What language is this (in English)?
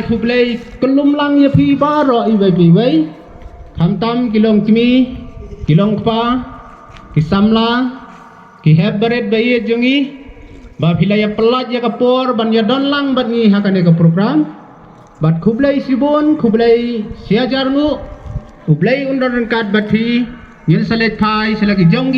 Khasi